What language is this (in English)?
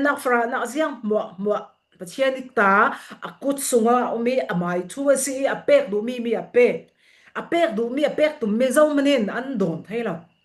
Falam Chin